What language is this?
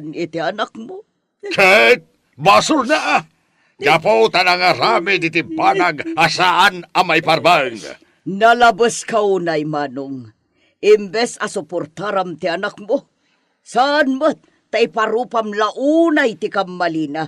Iloko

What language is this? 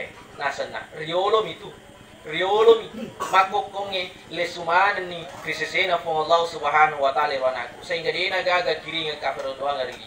Buginese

